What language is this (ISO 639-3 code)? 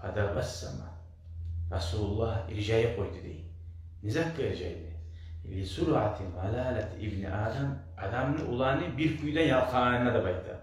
kum